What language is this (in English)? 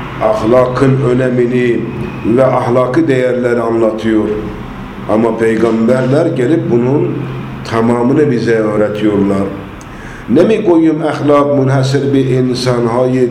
Turkish